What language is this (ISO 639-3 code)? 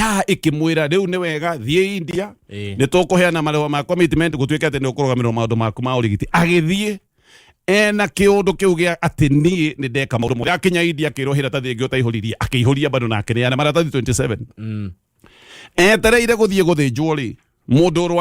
kik